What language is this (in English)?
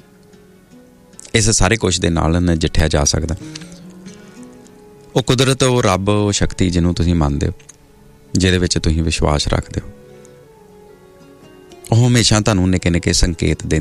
Punjabi